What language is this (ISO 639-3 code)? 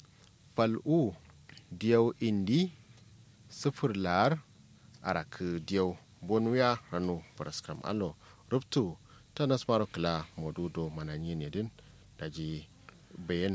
kau